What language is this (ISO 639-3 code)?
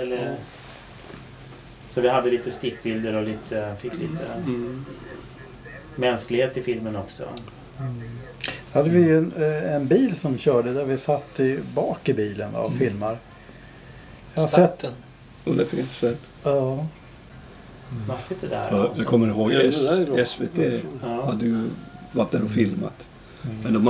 swe